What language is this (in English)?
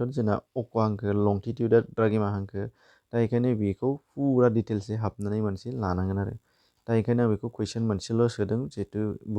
Bodo